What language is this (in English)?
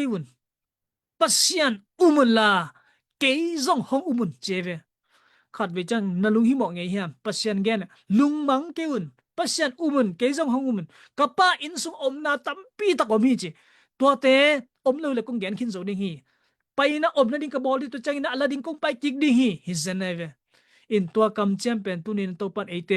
Tedim Chin